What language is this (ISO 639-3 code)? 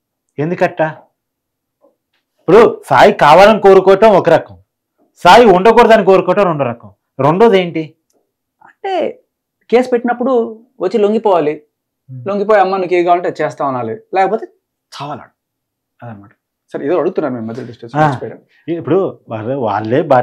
tel